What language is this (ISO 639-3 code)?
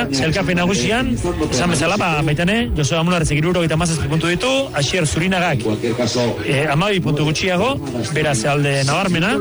eus